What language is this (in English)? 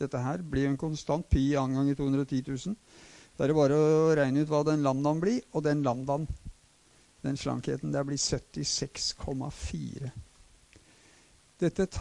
Norwegian